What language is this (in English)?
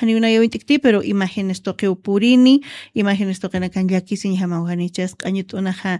Aymara